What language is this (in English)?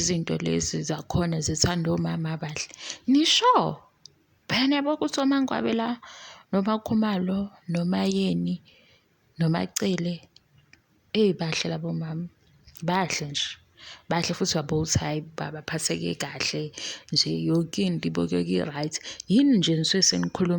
Zulu